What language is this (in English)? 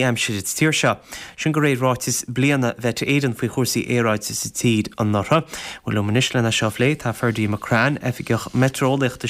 Irish